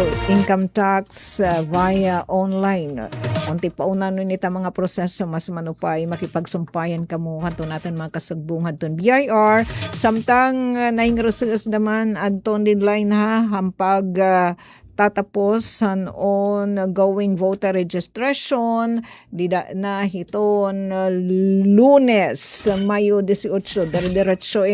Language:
Waray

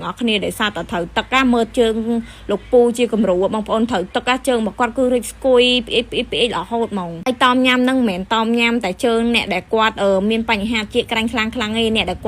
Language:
Khmer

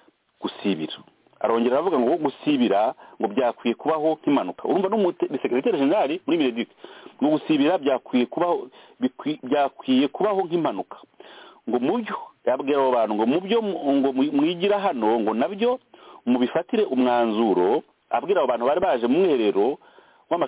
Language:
Kinyarwanda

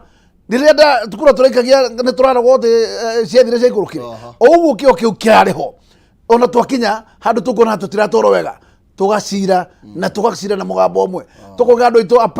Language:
Kikuyu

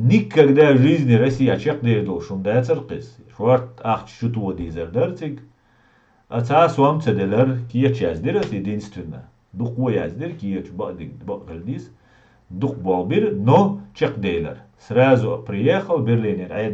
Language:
Chechen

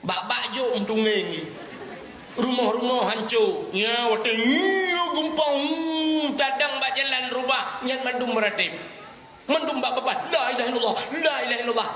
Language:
Achinese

